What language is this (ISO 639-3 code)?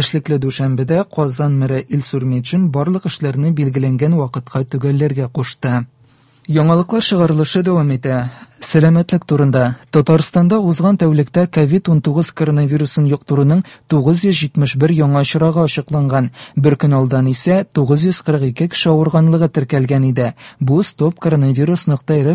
tat